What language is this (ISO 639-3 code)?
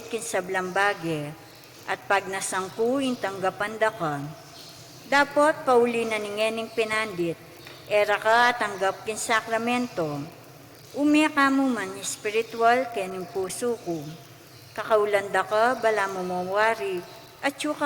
pam